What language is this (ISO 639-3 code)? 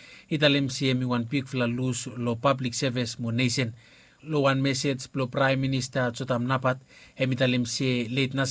bis